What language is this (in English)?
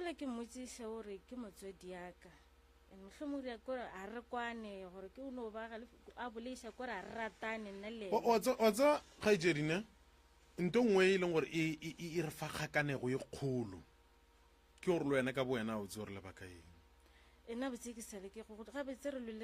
Northern Sotho